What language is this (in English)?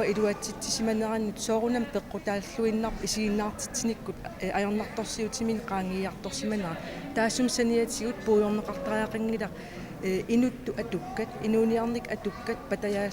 Kalaallisut